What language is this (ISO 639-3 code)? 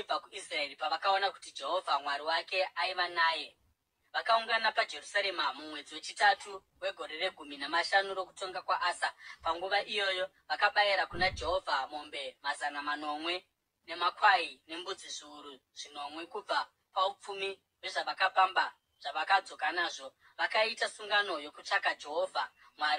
sna